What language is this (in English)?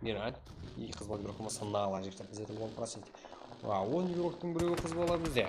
Kara-Kalpak